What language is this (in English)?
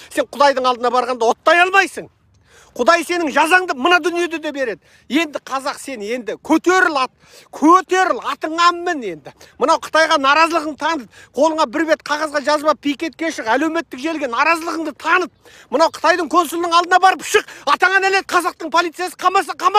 Kazakh